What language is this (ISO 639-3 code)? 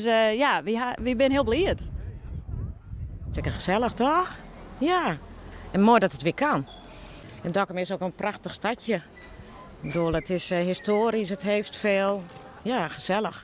fry